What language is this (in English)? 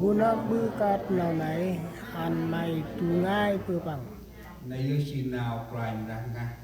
Central Mnong